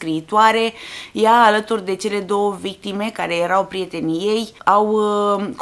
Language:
Romanian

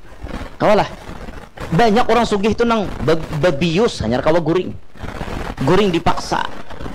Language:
Banjar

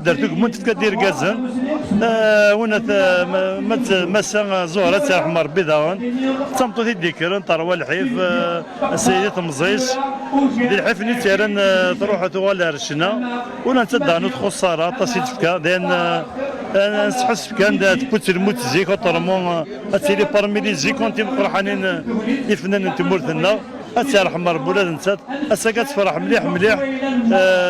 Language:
Kabyle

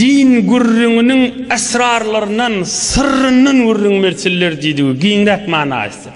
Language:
Turkmen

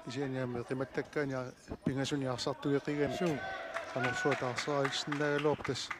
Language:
Kalaallisut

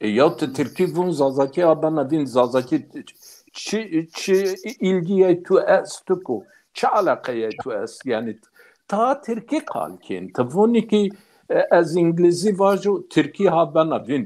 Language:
Zaza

